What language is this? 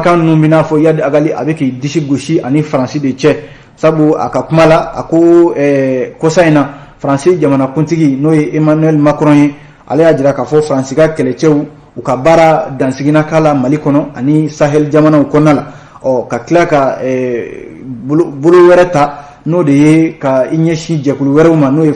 Bambara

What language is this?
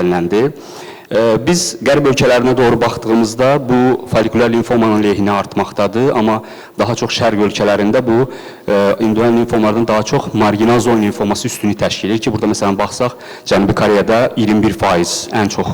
Azerbaijani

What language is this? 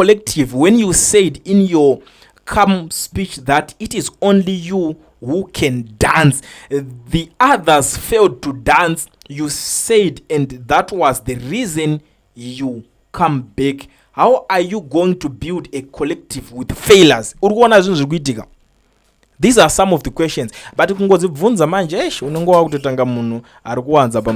Shona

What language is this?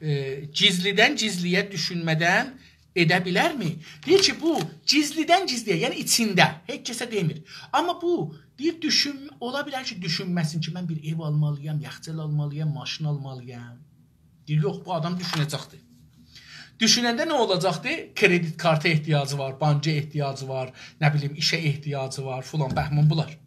South Azerbaijani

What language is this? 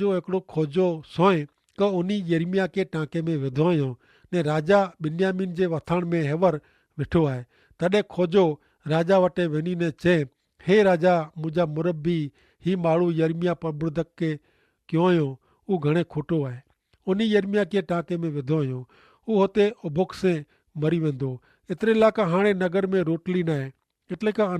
Kachhi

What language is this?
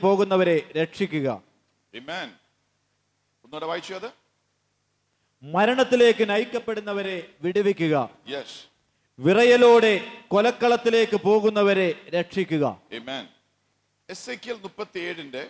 Malayalam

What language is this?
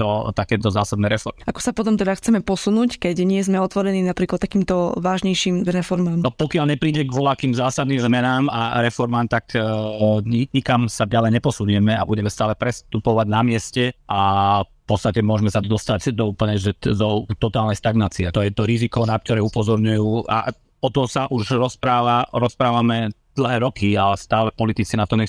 Slovak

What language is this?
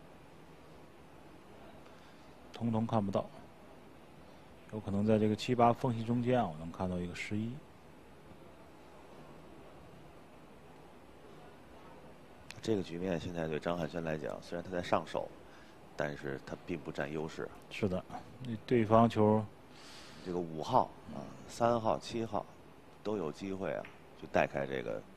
Chinese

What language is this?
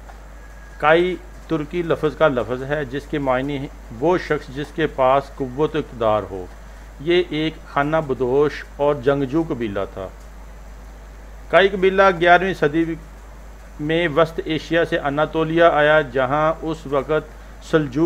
Urdu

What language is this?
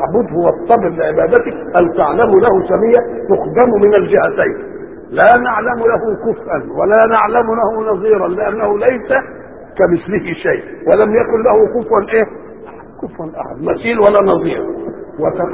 Egyptian Arabic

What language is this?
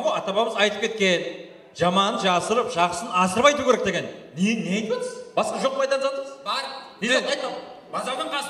Kara-Kalpak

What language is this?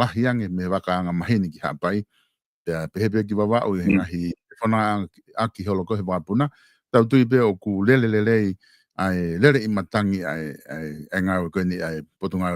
Tongan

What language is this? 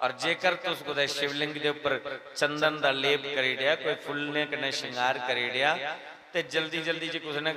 Dogri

